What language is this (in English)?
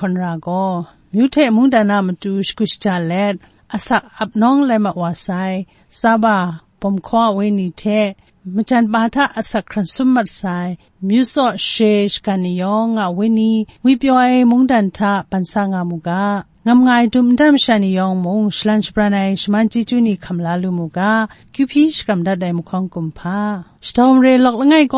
Kachin